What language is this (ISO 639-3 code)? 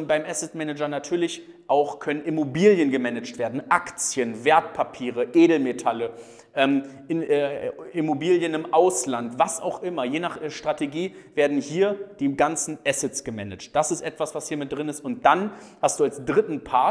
deu